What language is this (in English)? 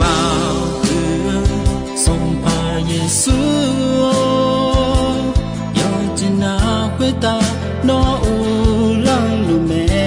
Akha